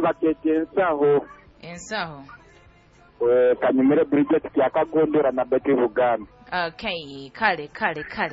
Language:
Nyoro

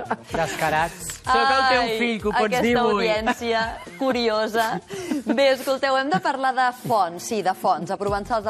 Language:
Catalan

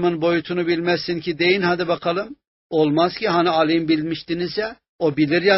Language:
Turkish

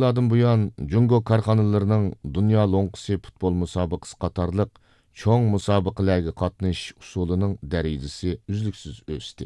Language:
Uyghur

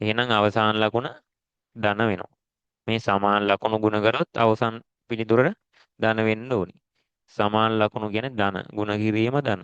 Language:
Sinhala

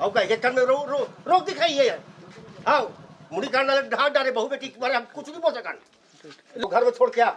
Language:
Chhattisgarhi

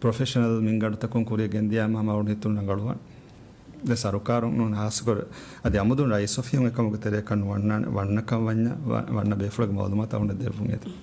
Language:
Divehi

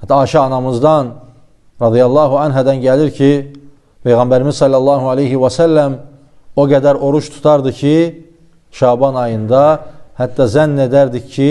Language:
Azerbaijani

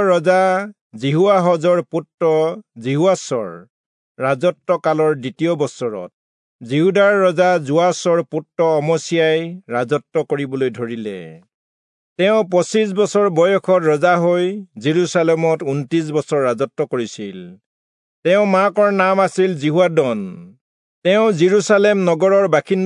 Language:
Assamese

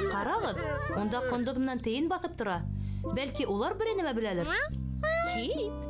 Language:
Bashkir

